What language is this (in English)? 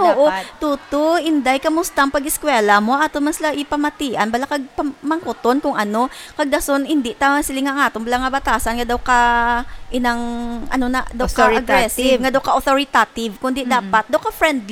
Hiligaynon